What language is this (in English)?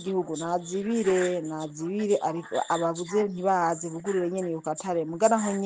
Rundi